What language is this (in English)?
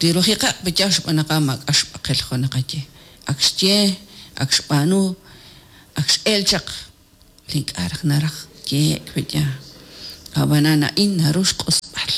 Kekchí